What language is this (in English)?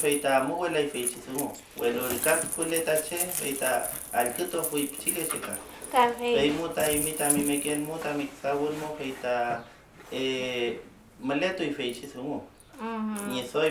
Mapuche